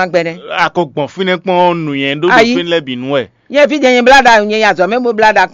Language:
Fon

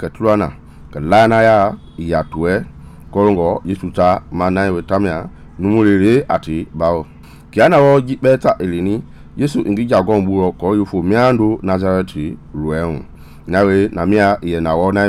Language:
Mende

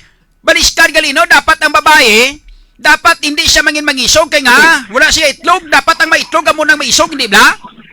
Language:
Hiligaynon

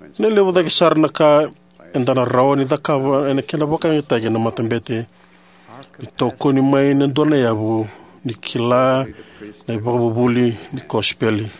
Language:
Fijian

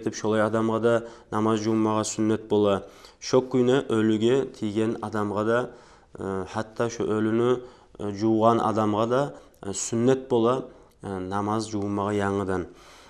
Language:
Kumyk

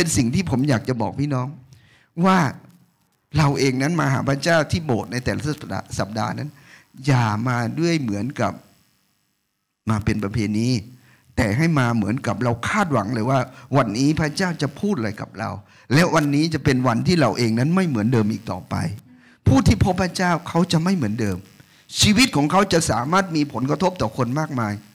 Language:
Thai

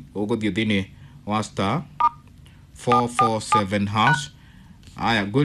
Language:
Kikuyu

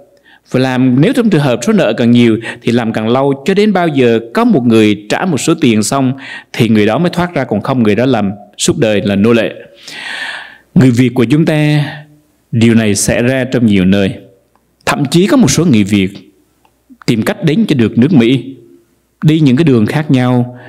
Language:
Vietnamese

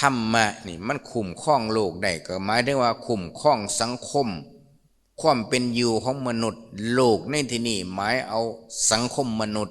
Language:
Lao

